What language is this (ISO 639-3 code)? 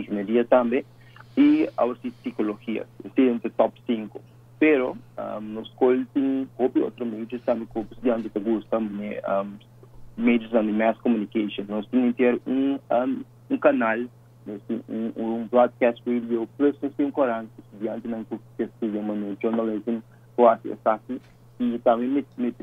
pap